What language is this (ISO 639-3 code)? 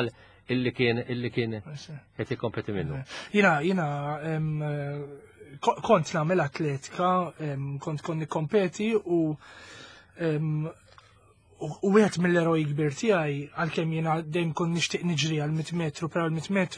mlt